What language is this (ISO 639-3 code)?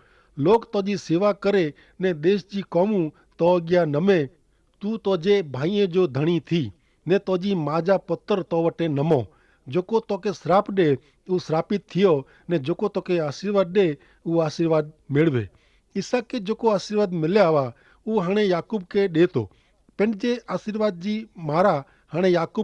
kfr